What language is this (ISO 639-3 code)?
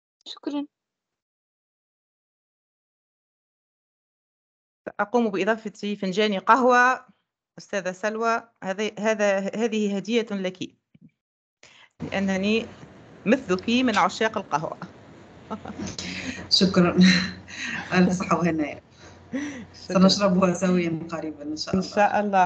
ara